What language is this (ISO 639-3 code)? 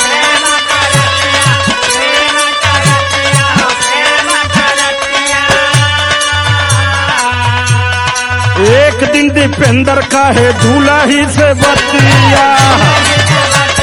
bho